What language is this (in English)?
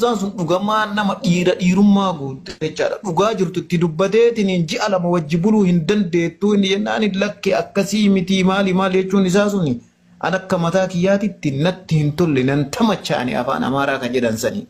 Oromo